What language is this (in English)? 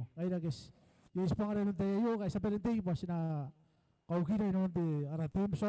Gilbertese